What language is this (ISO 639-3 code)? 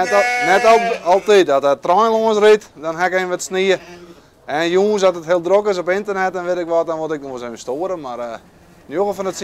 fry